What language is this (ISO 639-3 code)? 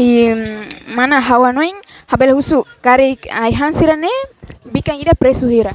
tet